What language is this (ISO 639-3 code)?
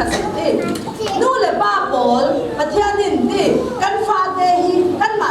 cfm